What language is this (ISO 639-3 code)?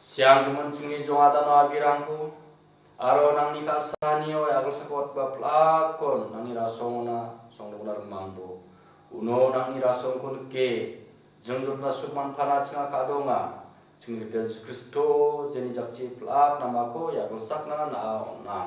grt